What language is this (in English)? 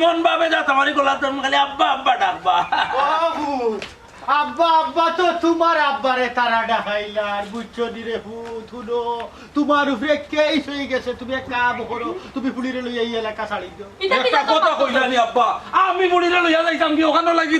Sylheti